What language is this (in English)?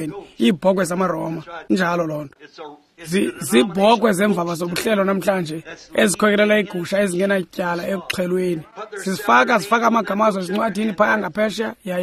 Xhosa